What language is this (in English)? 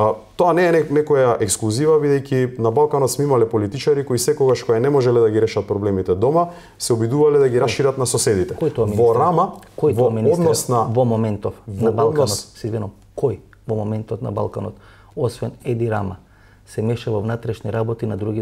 Macedonian